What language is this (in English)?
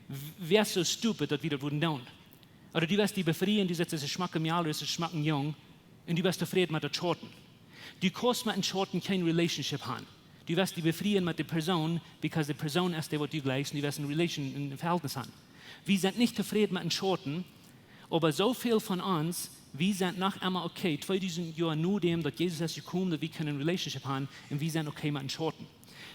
Plautdietsch